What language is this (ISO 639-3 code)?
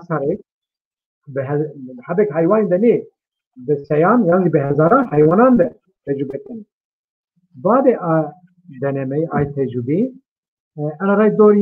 zza